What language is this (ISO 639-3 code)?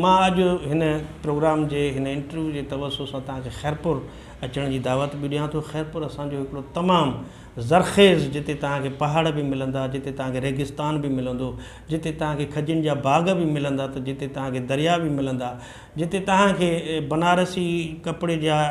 snd